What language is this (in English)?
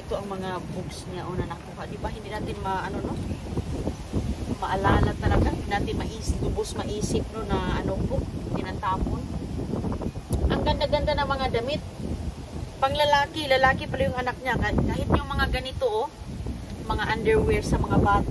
Filipino